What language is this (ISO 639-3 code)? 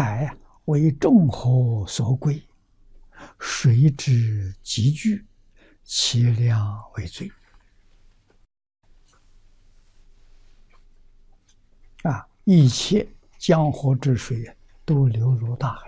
zho